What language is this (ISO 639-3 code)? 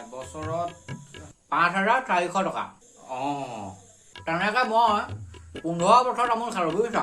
asm